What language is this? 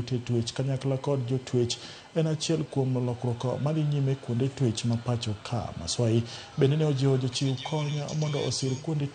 Luo (Kenya and Tanzania)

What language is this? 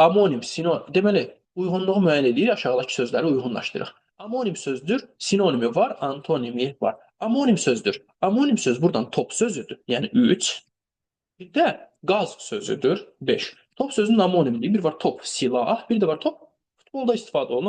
Azerbaijani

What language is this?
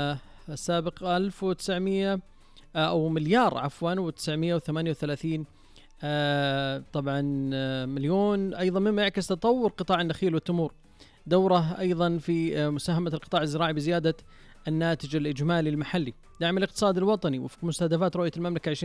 Najdi Arabic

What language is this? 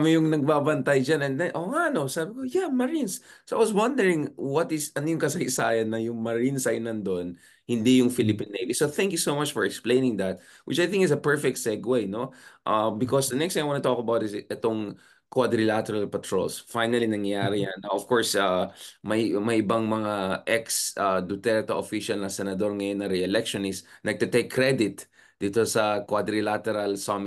Filipino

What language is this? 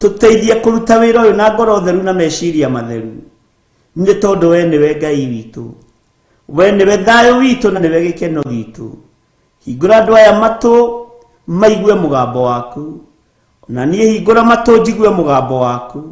Kikuyu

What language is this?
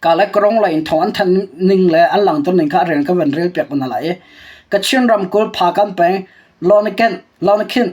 Hakha Chin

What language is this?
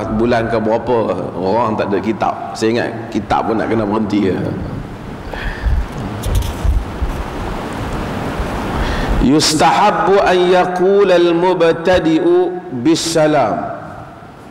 Malay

